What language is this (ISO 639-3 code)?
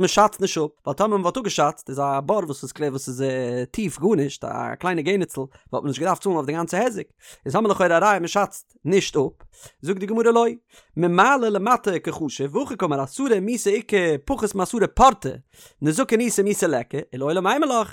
yid